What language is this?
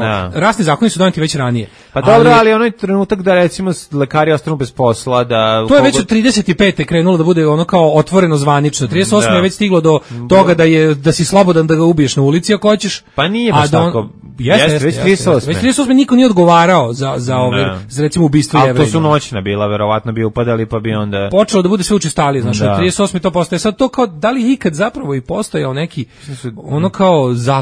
Serbian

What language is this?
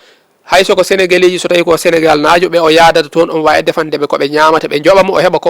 Fula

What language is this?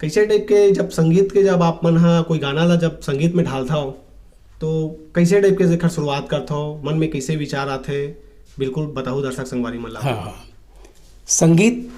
Chhattisgarhi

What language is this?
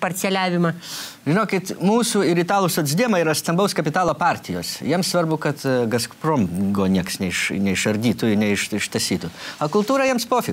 Lithuanian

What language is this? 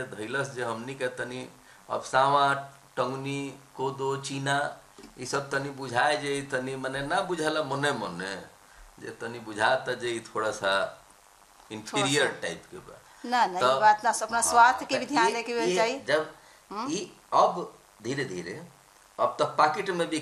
Bhojpuri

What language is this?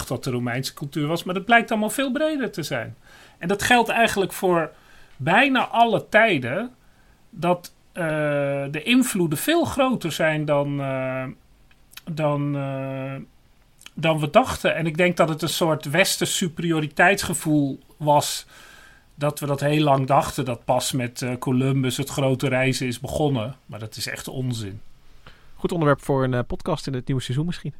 Dutch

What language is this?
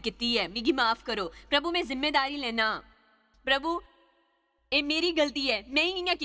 Dogri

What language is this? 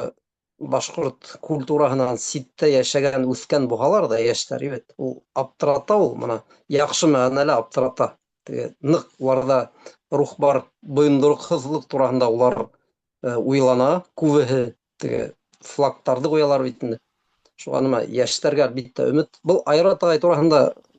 Bashkir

